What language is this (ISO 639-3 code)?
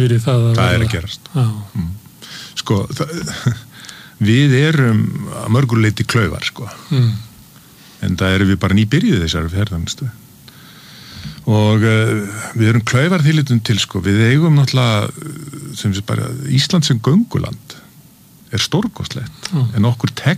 isl